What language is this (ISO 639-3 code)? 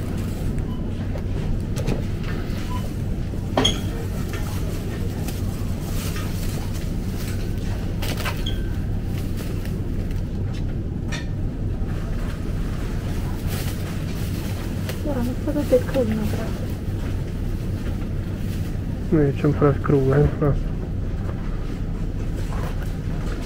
hrv